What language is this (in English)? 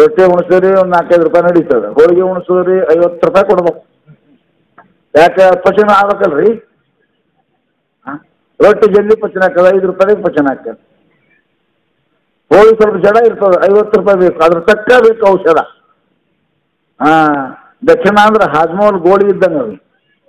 Kannada